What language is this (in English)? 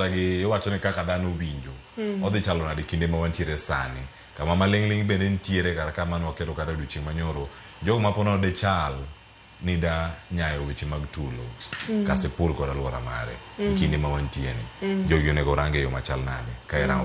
Luo (Kenya and Tanzania)